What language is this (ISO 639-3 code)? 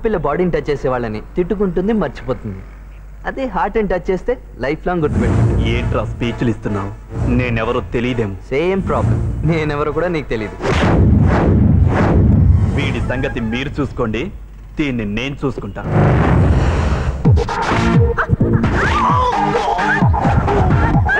tel